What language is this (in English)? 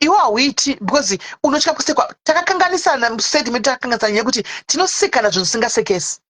Shona